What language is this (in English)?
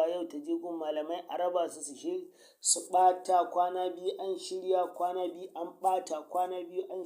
Hausa